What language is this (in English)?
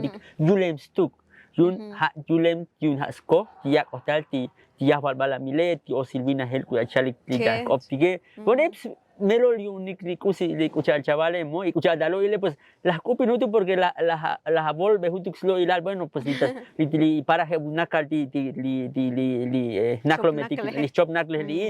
Tzotzil